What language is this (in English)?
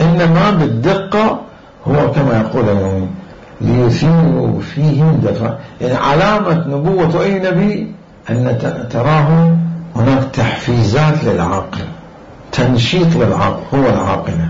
Mesopotamian Arabic